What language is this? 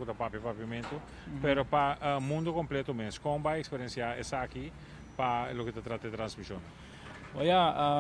Papiamento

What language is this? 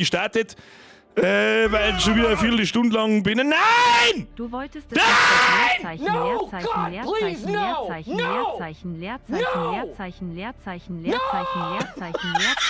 Bavarian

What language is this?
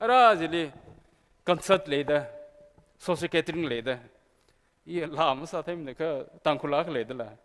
Tangkhul Naga (India)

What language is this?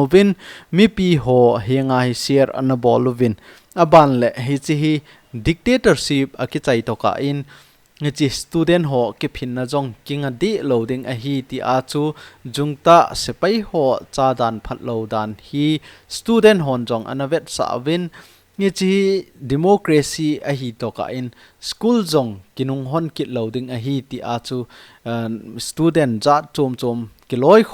Thado Chin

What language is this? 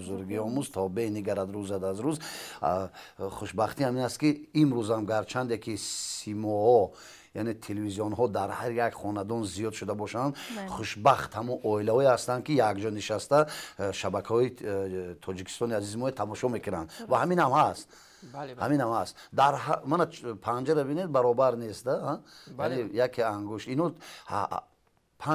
Tajik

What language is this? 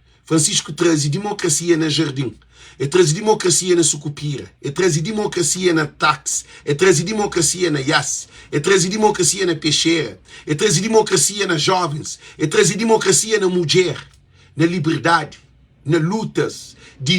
Kabuverdianu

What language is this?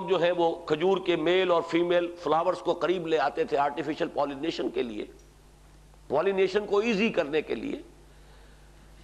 Urdu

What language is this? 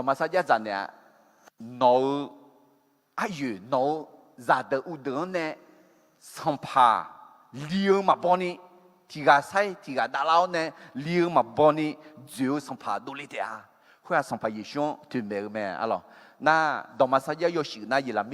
Akha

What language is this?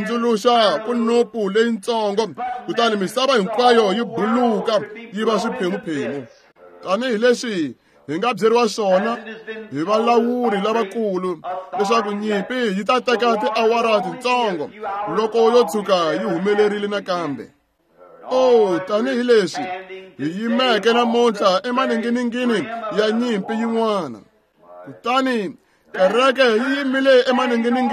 Tsonga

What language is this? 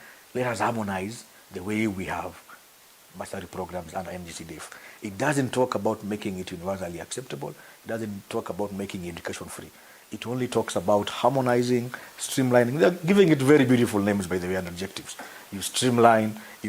Meru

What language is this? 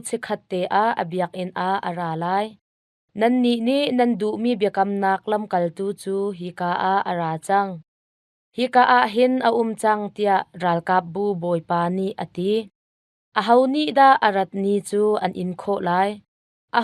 Hakha Chin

